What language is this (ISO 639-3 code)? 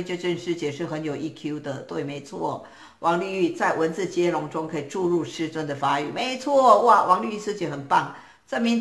zho